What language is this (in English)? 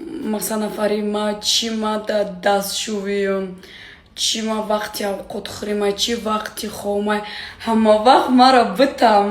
Tajik